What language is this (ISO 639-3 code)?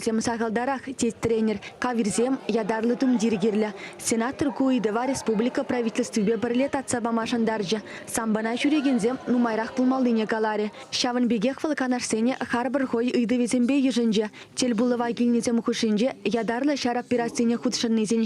chv